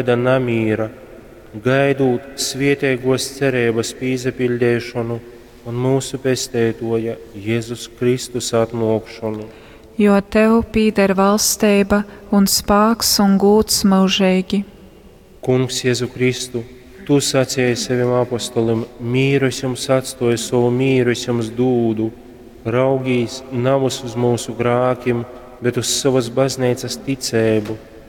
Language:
Latgalian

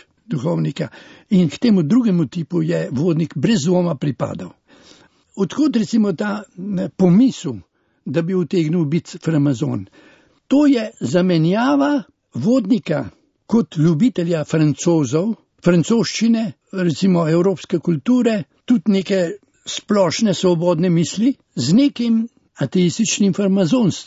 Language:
Slovenian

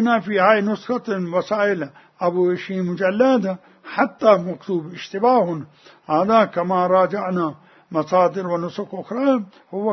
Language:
Mesopotamian Arabic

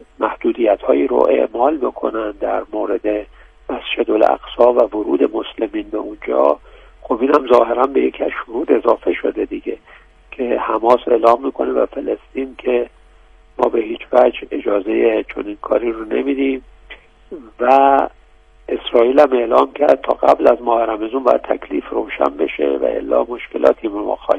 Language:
Persian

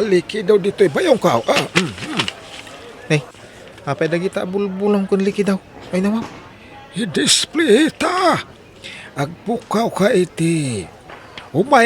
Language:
Iloko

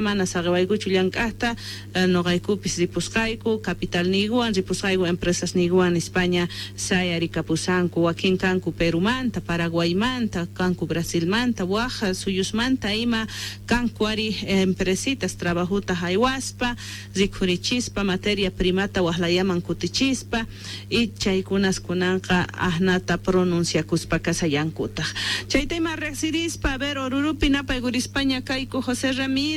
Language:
Quechua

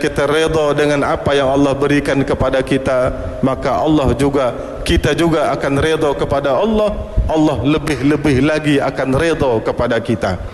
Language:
Malay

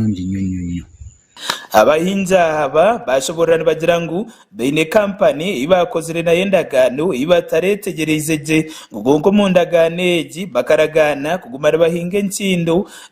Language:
Nyankole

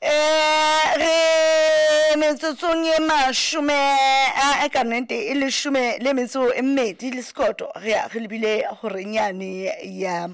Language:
Southern Sotho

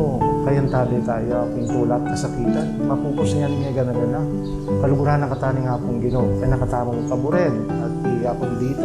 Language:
Pampanga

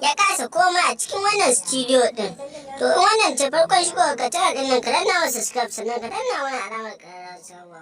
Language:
Hausa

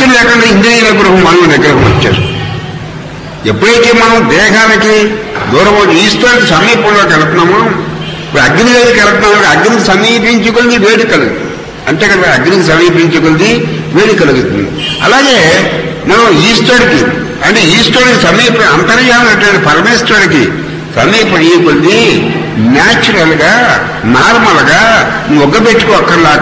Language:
Telugu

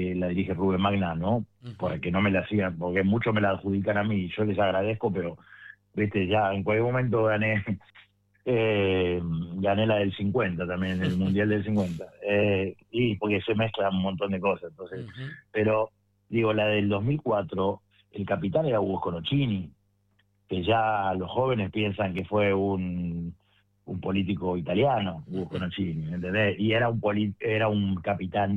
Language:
Spanish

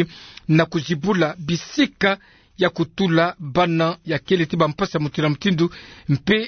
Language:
Kituba (Democratic Republic of Congo)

